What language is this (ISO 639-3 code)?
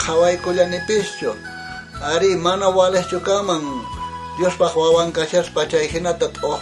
quh